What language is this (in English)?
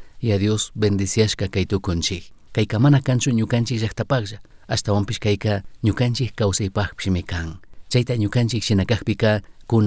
Chimborazo Highland Quichua